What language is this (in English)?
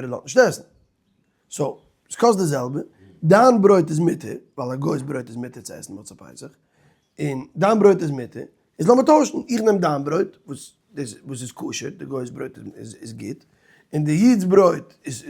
Yiddish